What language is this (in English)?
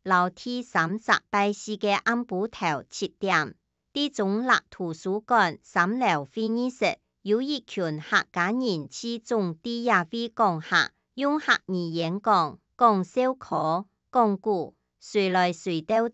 Hakka Chinese